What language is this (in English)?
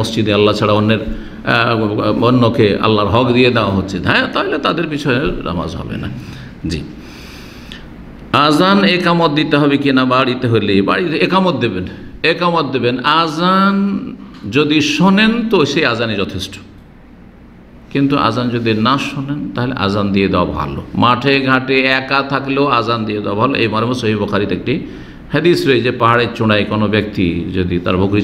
Bangla